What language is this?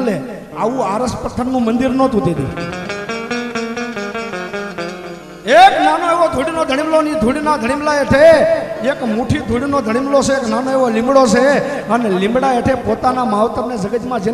Gujarati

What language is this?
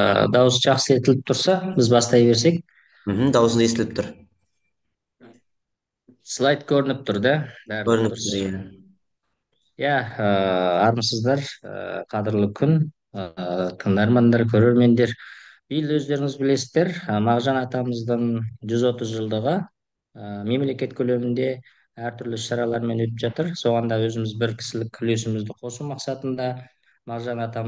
Kazakh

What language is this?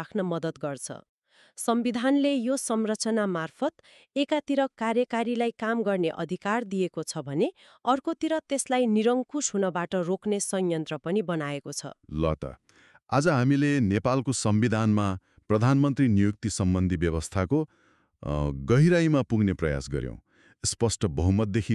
Nepali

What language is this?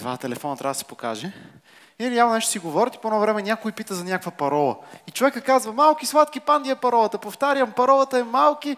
Bulgarian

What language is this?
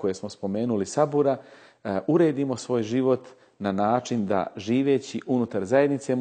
Bosnian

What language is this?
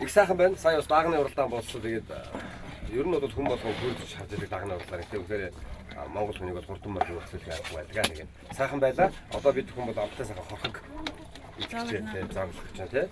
Mongolian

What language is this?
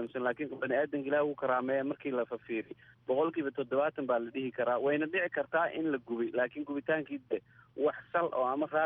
Somali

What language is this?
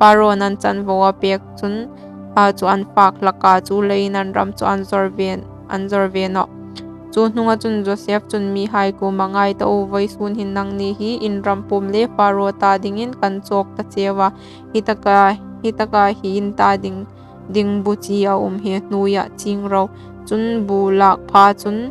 Hmar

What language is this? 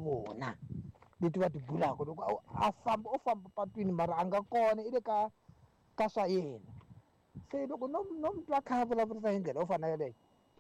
Tsonga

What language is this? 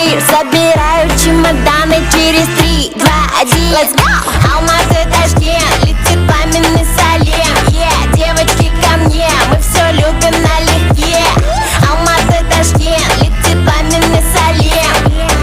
Kara-Kalpak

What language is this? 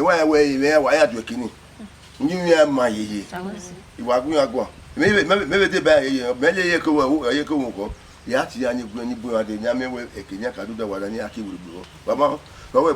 Bini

